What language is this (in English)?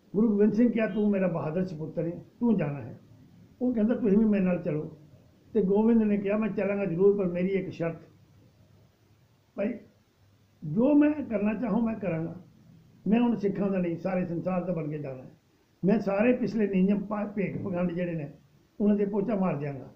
Punjabi